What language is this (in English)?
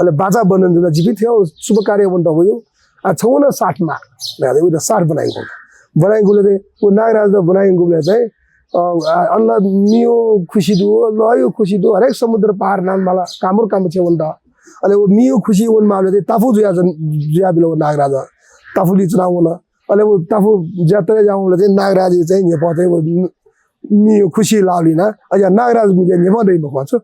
Newari